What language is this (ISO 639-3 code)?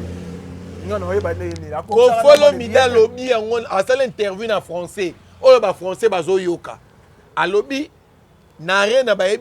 lin